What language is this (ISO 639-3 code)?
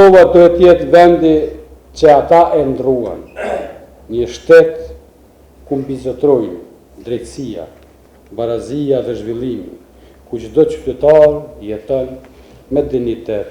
sqi